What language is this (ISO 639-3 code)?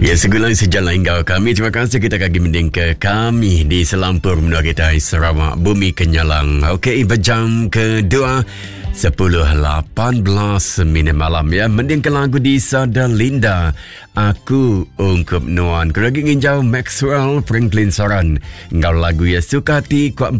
iba